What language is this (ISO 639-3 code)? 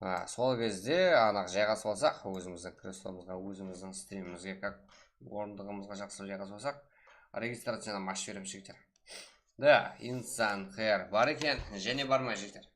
kaa